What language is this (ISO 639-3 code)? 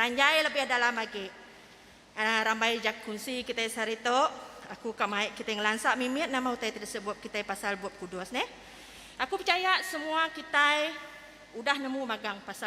iba